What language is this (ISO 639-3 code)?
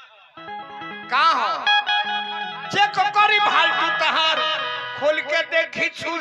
bho